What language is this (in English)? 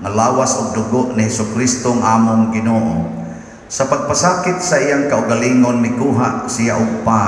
Cebuano